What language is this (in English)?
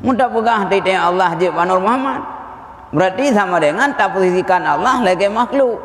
Achinese